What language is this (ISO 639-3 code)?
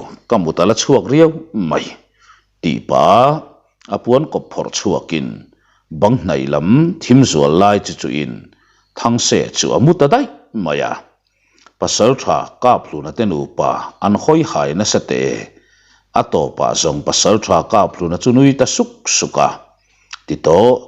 lus